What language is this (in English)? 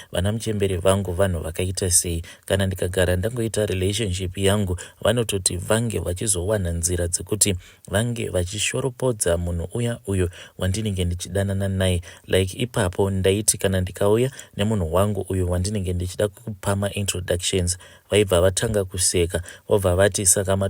Shona